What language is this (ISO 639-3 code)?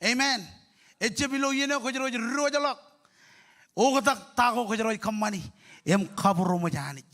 mah